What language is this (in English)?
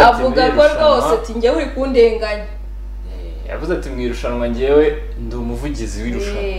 Kinyarwanda